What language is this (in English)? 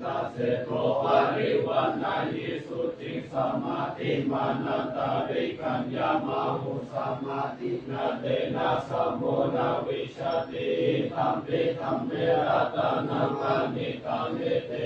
Pali